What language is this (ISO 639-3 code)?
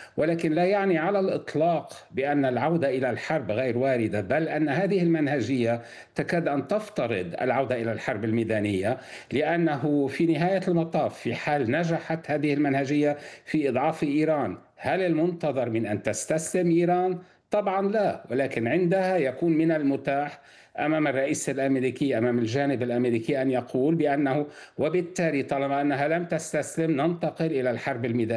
ara